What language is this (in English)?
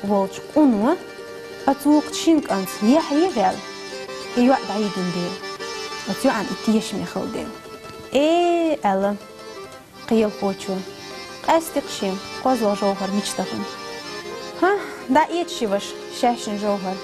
Chechen